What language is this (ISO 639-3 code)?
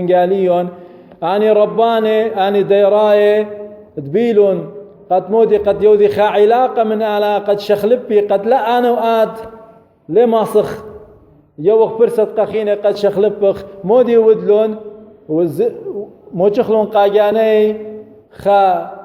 aii